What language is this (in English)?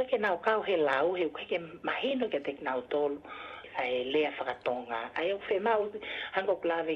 Tongan